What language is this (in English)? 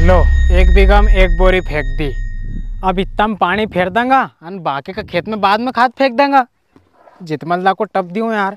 Rajasthani